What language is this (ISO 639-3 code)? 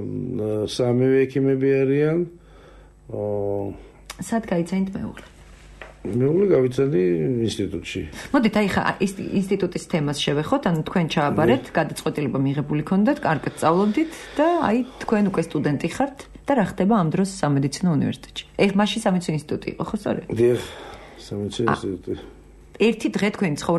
kat